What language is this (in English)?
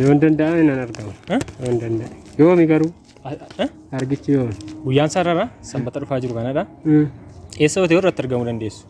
Oromo